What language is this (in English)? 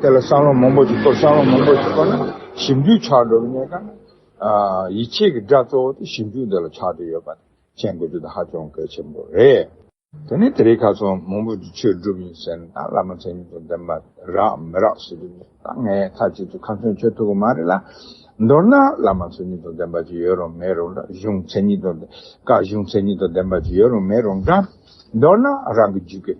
Tibetan